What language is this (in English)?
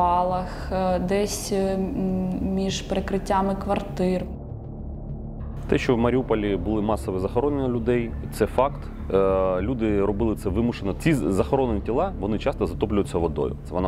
Ukrainian